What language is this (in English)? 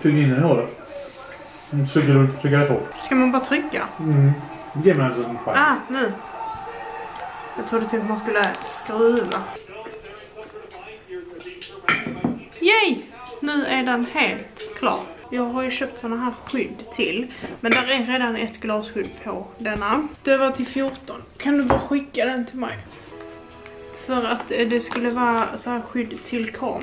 Swedish